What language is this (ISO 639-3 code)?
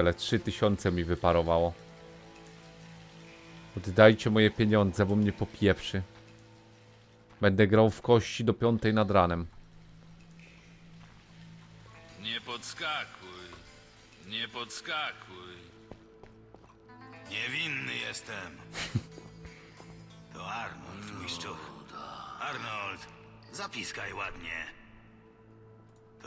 pol